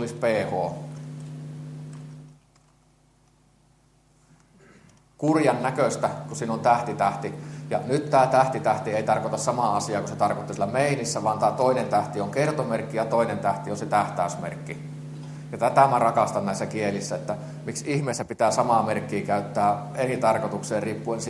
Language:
Finnish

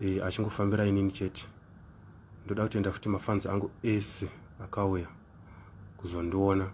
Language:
Shona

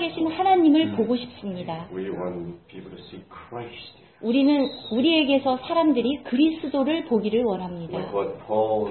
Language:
Korean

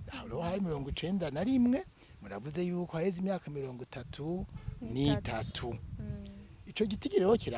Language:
Rundi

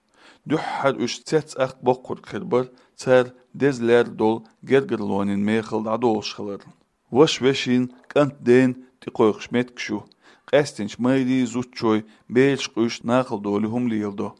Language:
Chechen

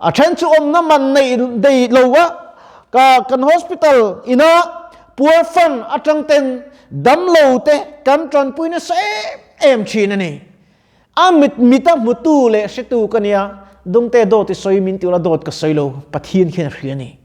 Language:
Mizo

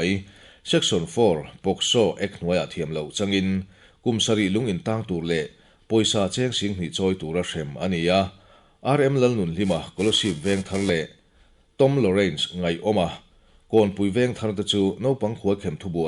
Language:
Mizo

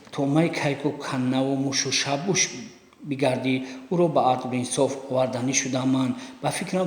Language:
Tajik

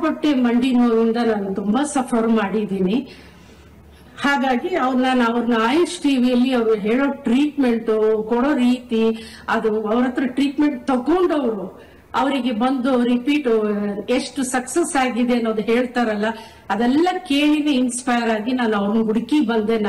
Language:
Kannada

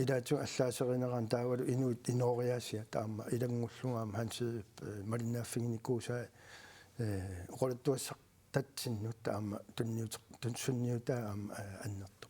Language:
Kalaallisut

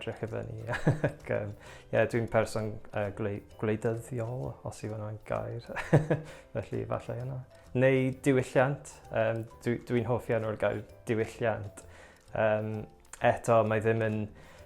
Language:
Welsh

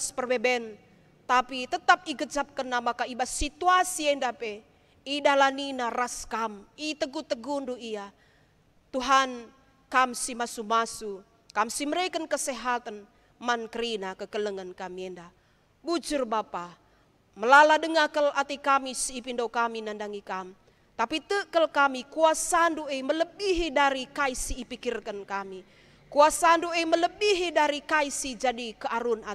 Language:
Batak Karo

